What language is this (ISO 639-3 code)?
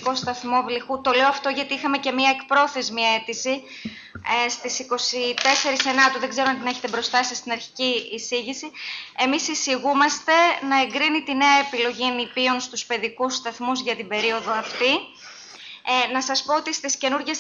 ell